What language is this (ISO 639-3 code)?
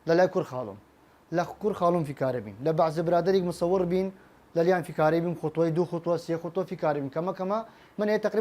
sdh